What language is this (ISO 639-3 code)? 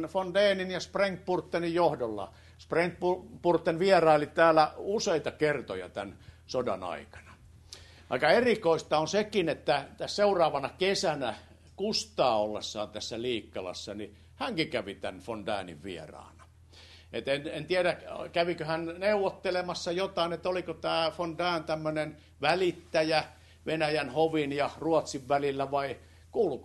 fin